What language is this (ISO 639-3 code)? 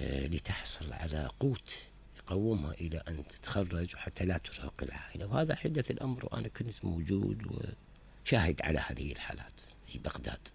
acm